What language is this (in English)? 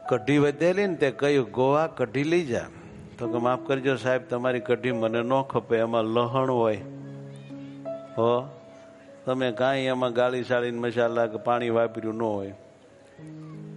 Gujarati